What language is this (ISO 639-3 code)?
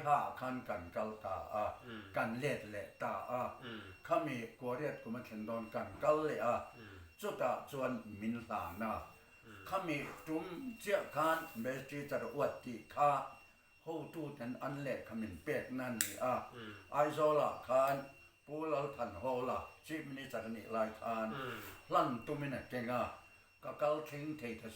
lus